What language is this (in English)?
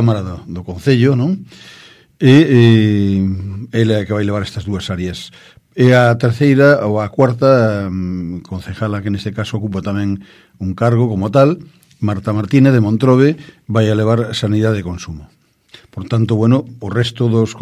Galician